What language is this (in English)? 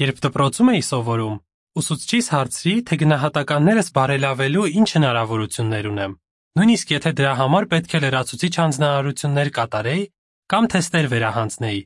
Armenian